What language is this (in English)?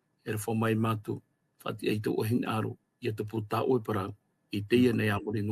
Tahitian